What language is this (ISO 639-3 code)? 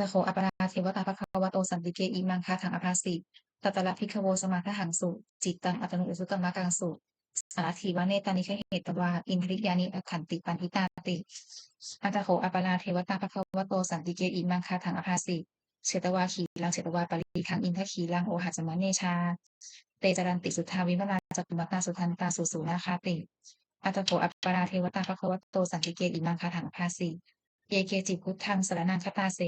pli